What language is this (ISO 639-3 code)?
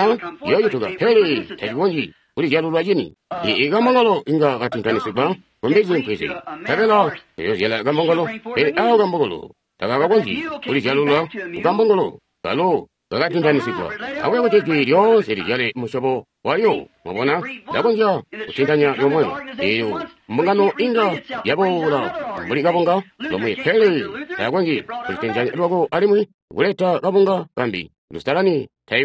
toi